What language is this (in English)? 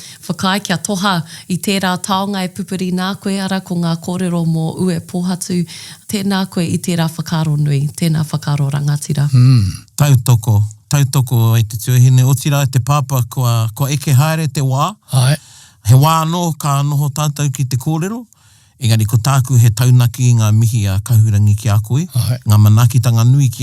Māori